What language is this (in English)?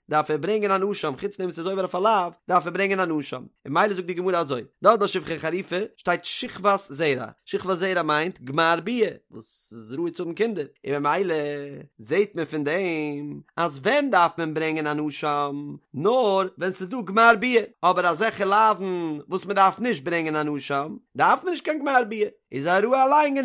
Yiddish